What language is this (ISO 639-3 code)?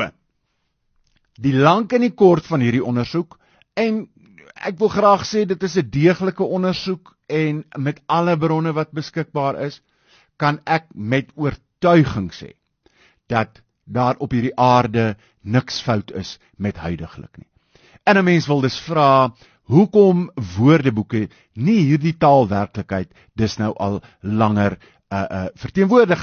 afr